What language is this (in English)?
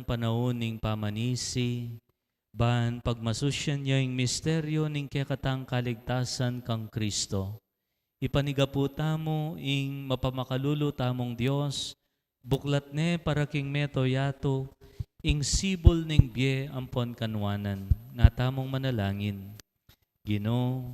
Pampanga